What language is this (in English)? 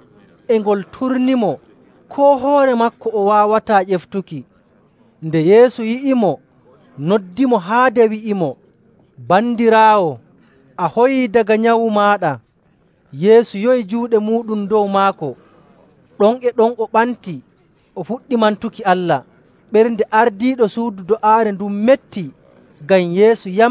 Nigerian Fulfulde